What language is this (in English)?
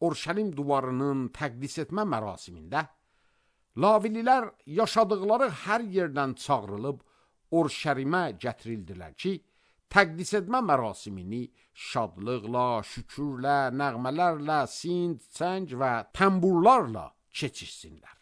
Azerbaijani